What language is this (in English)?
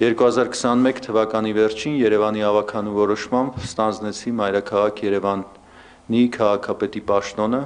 Armenian